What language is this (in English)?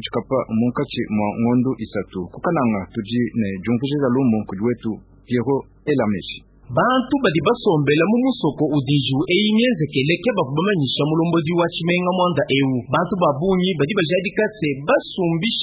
Luba-Lulua